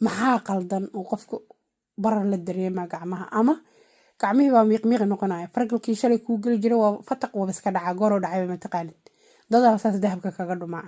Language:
Somali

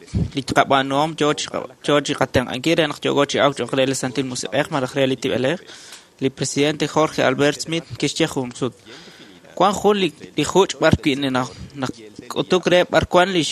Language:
Kekchí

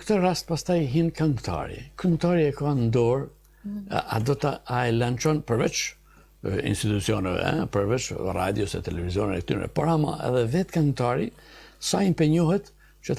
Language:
Albanian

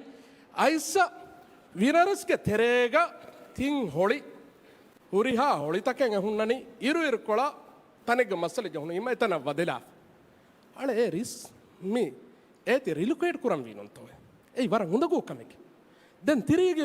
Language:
Divehi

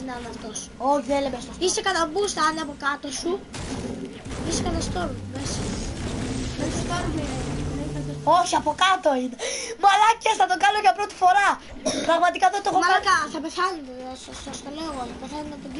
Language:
Greek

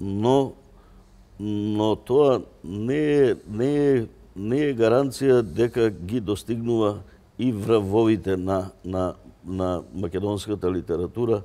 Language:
Macedonian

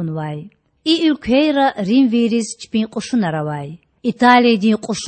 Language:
Lezghian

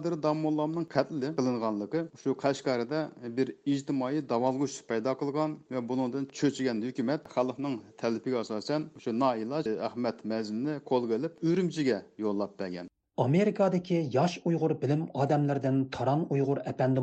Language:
Uyghur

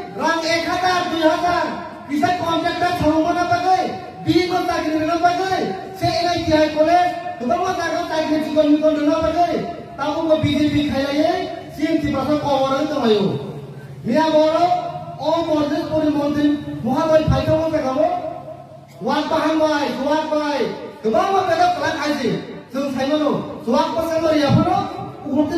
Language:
Kok Borok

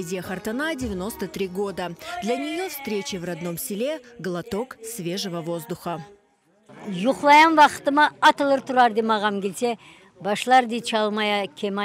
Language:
Crimean Tatar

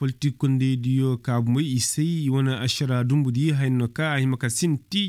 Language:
Koyraboro Senni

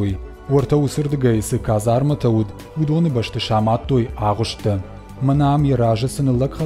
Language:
Ossetic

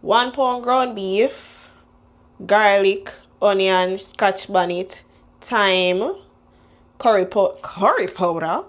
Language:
Jamaican Creole English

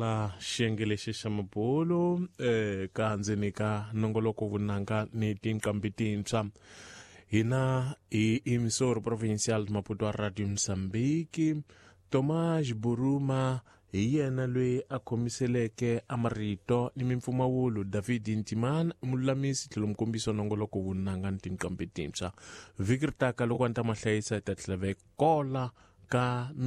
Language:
Tsonga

